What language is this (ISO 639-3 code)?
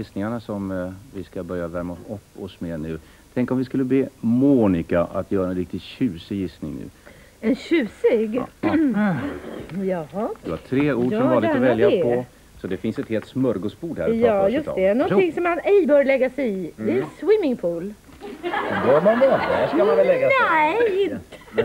swe